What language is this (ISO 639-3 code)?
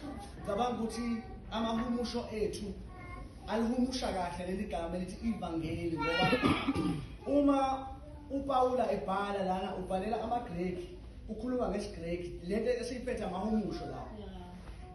zul